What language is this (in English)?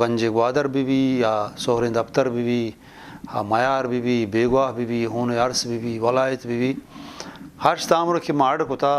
Eastern Balochi